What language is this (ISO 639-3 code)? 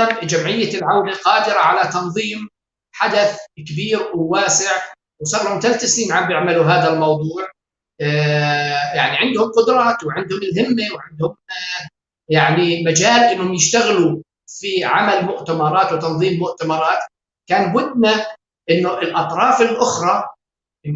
apc